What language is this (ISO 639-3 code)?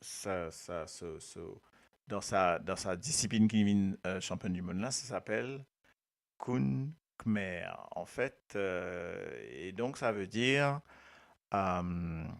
mfe